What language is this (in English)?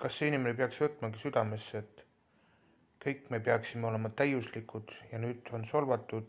Estonian